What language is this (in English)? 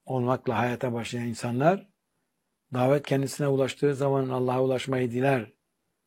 Turkish